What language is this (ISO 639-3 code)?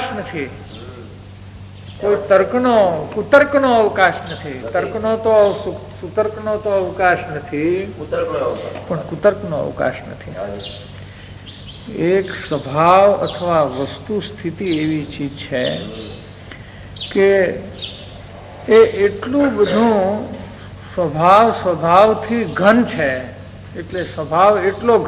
guj